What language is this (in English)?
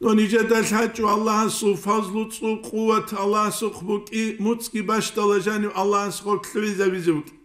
Avaric